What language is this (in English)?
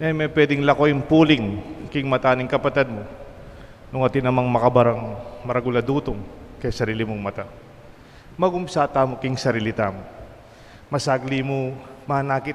Pampanga